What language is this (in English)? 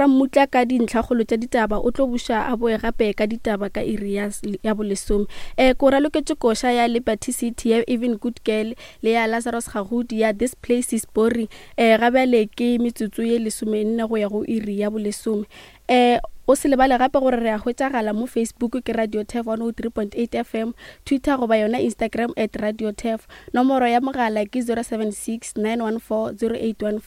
Northern Sotho